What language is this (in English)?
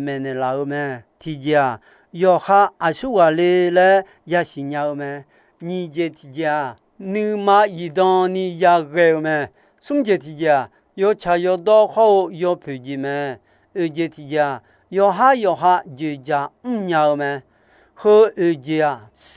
Akha